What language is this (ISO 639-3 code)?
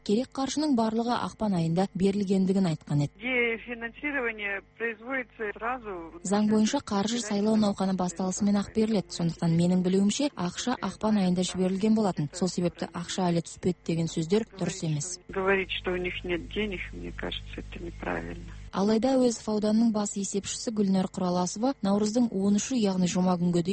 kaz